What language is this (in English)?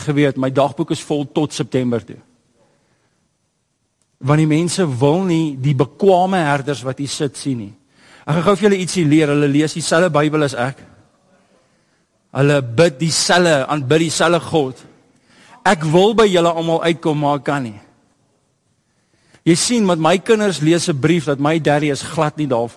Afrikaans